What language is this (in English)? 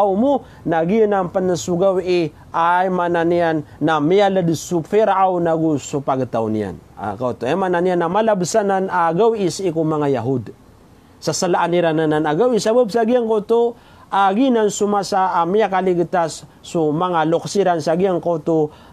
Maranao